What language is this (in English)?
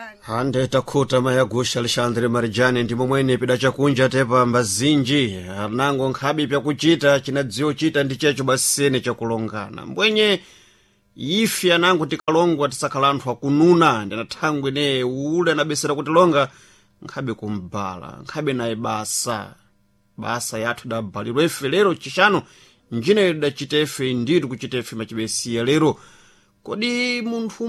Sena